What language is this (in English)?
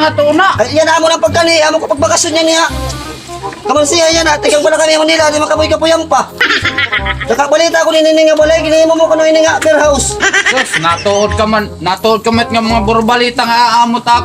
Waray